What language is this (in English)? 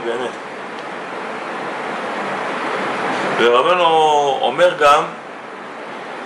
Hebrew